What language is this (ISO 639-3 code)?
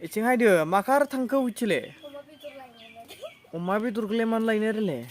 brx